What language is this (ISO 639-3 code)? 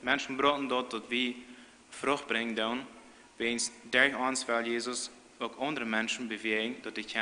pdt